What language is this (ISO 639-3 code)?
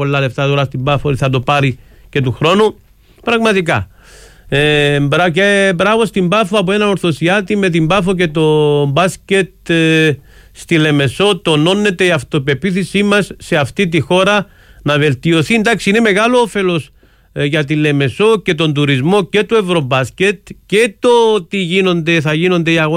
ell